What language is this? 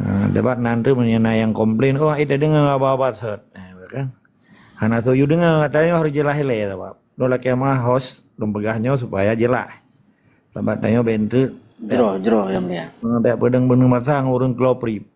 Achinese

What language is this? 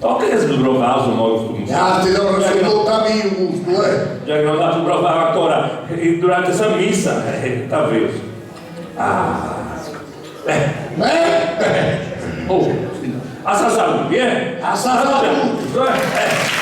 Sardinian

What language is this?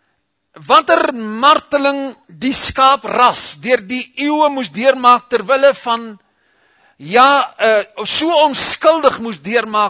Afrikaans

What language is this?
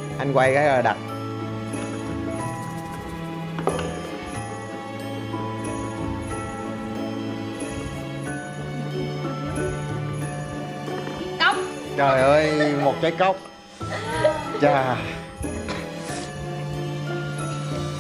Vietnamese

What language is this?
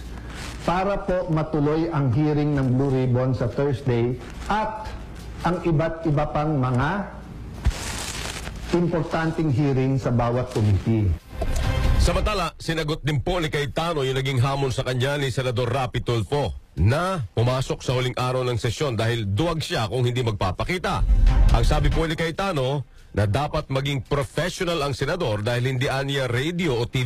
Filipino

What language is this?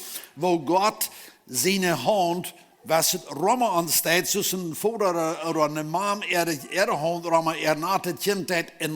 Plautdietsch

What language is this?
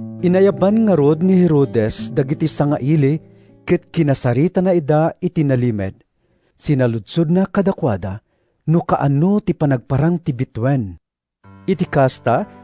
Iloko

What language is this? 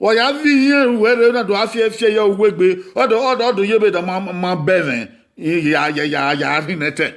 Bini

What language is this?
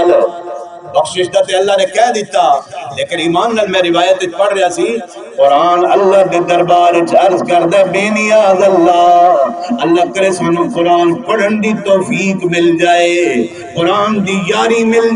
Saraiki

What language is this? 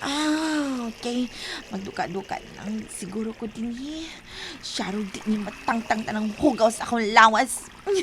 Cebuano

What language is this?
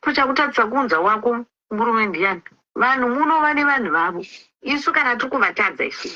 Shona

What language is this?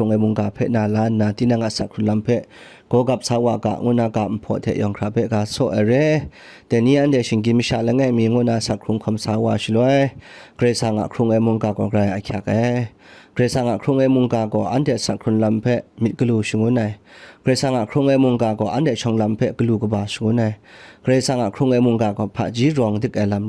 Kachin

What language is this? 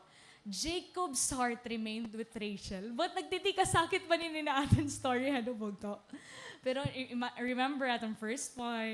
Waray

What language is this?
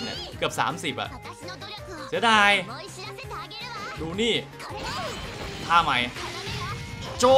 Thai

